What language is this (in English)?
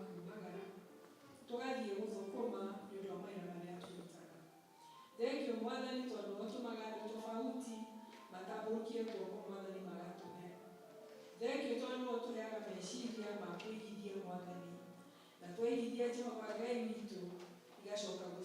Kikuyu